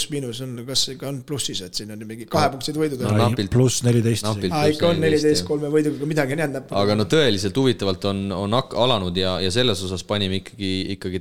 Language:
Estonian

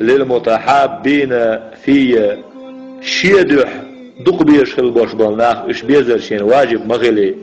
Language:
Chechen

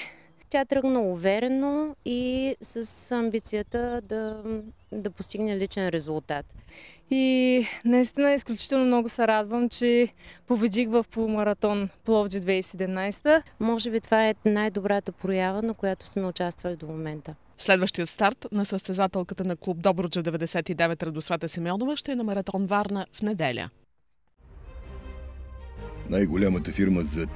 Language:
Bulgarian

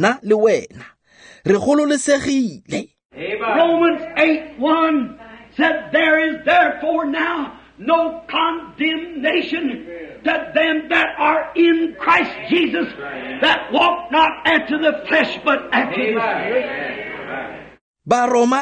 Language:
Tswana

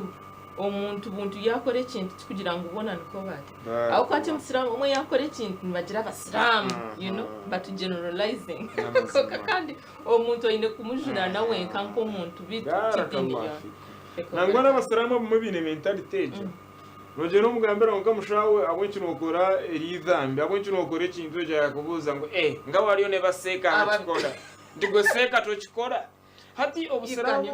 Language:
Nyankole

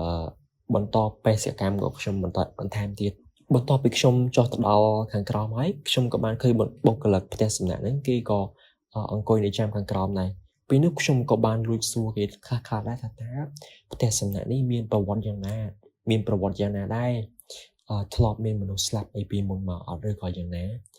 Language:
Khmer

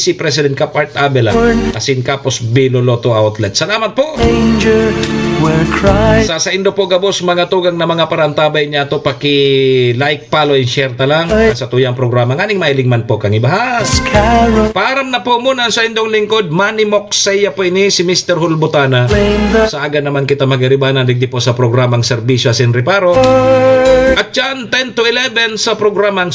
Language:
Bikol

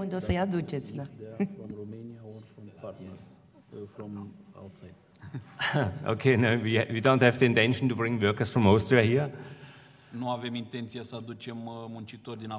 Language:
Romanian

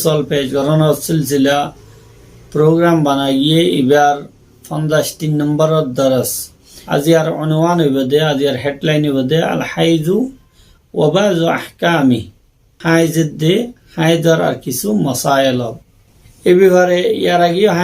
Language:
Rohingya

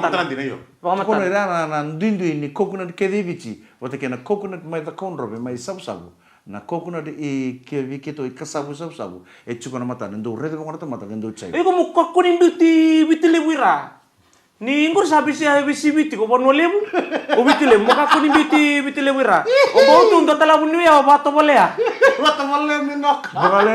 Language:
Fijian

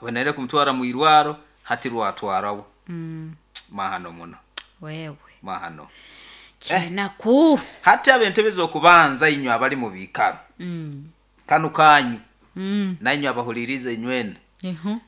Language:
Nyoro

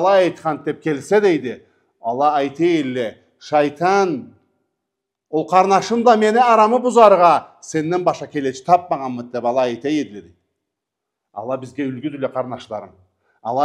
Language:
Karachay-Balkar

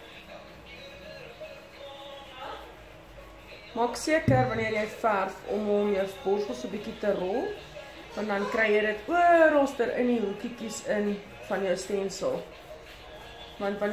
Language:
Afrikaans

